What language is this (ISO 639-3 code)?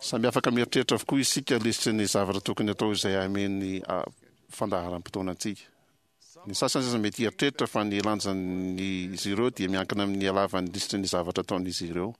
mlg